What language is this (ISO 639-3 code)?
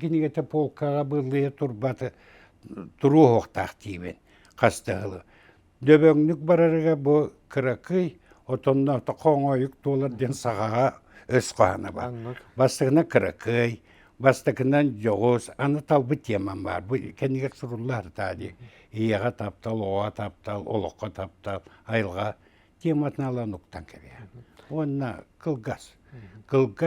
sah